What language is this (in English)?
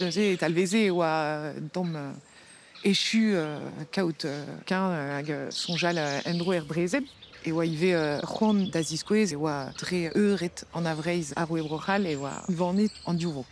Breton